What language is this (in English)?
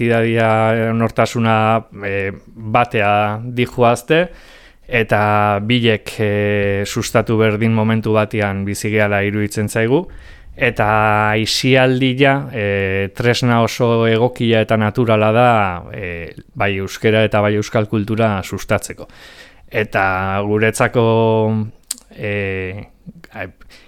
Basque